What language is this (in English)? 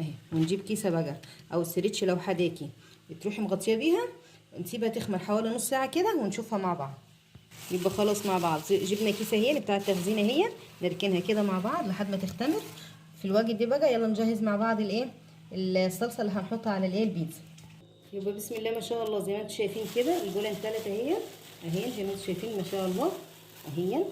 Egyptian Arabic